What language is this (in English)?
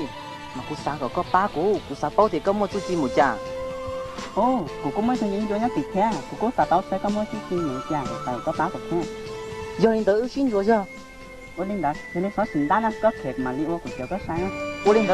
Hmong